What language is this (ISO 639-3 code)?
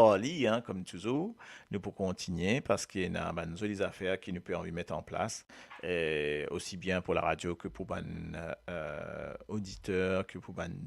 mfe